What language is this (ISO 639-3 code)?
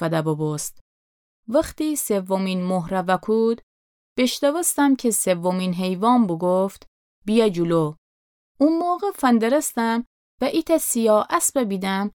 glk